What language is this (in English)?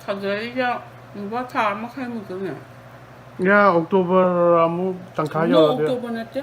Manipuri